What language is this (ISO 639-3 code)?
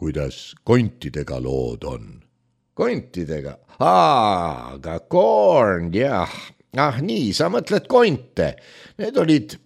est